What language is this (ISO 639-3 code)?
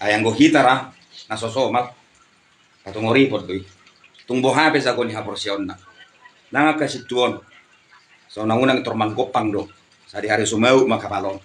bbc